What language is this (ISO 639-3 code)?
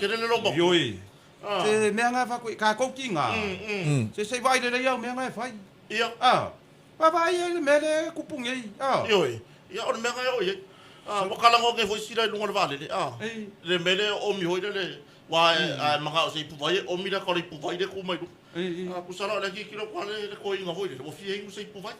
smo